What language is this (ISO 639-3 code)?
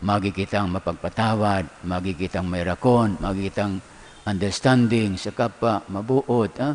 bik